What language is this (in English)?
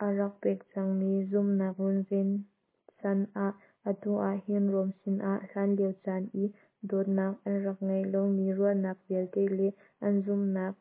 Hakha Chin